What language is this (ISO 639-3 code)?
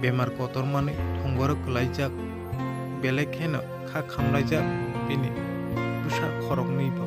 trp